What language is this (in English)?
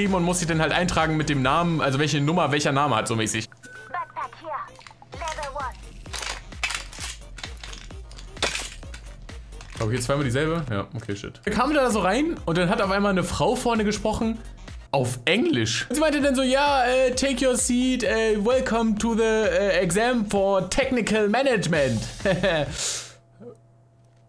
German